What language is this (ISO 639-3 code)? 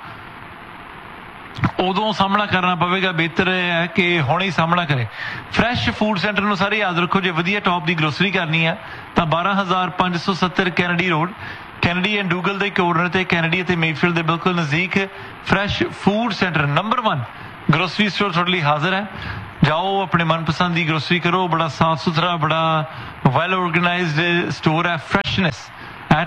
pan